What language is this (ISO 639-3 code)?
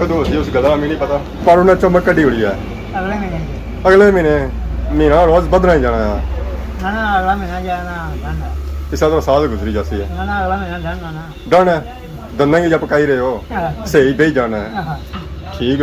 phr